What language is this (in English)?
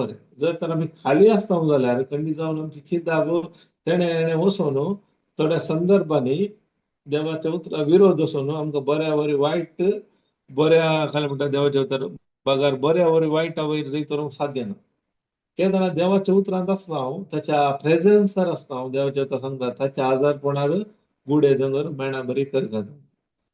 Konkani